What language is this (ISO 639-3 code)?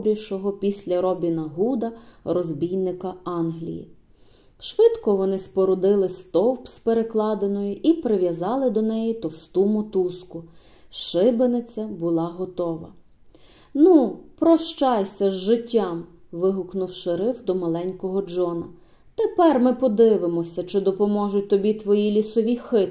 ukr